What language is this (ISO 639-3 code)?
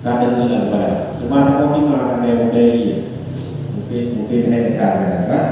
ace